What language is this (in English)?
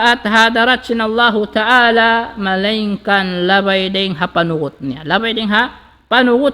Tausug